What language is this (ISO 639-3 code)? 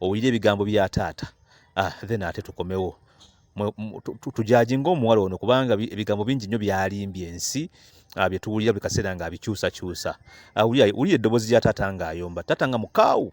lug